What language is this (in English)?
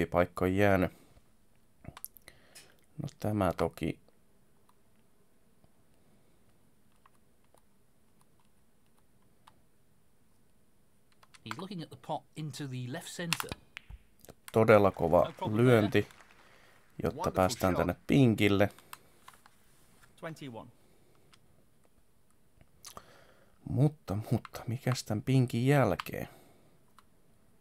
Finnish